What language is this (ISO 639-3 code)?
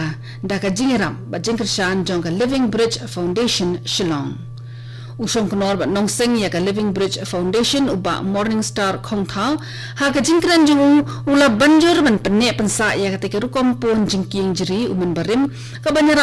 kha